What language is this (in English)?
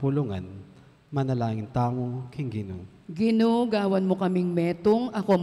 Pampanga